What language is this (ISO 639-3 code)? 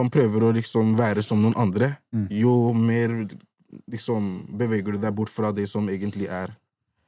nor